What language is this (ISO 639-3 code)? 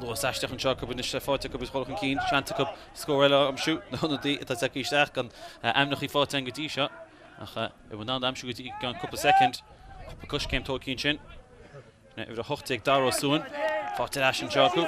gle